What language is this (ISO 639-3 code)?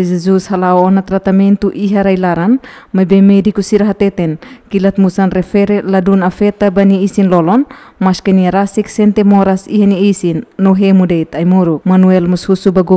tet